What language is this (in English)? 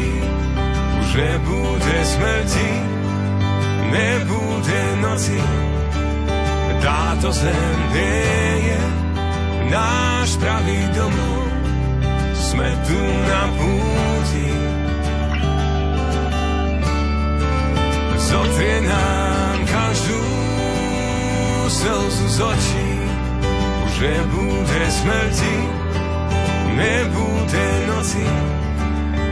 Slovak